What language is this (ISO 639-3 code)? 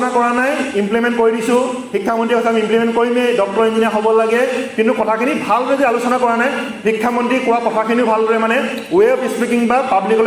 asm